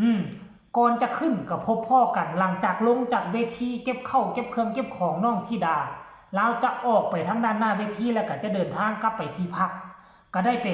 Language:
Lao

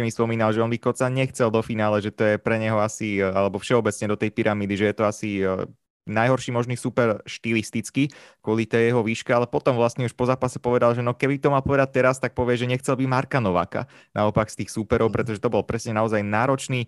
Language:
Slovak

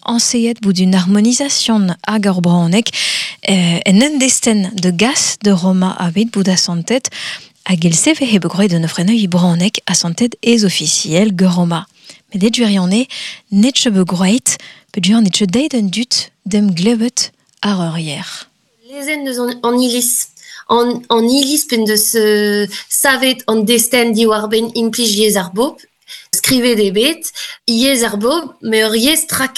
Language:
Breton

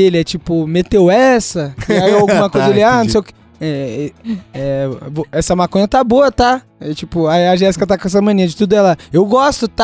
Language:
Portuguese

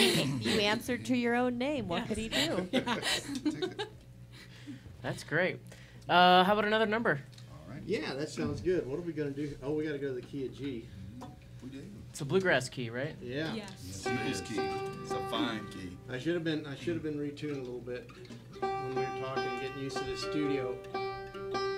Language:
English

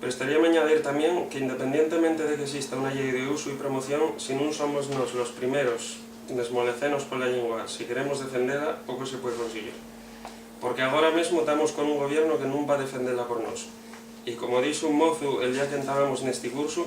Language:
Asturian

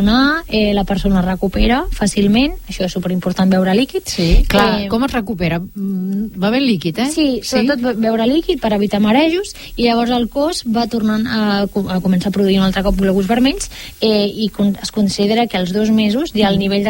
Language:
Catalan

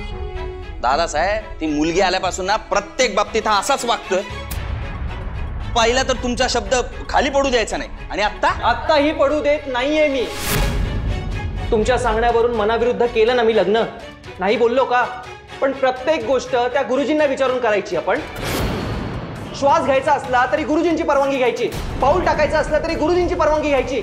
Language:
Marathi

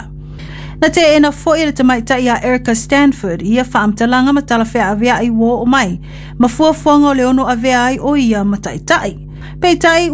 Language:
Samoan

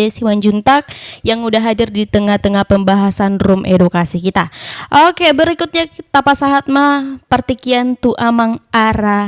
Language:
Batak Toba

